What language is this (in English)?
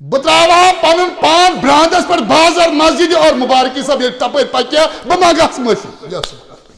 Kashmiri